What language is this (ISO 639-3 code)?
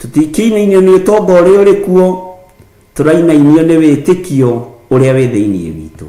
kik